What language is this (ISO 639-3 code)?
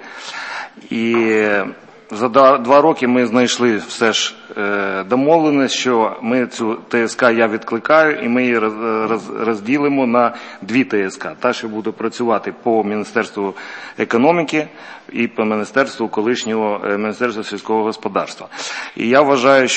ukr